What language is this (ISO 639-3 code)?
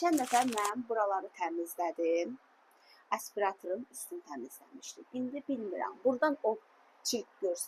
aze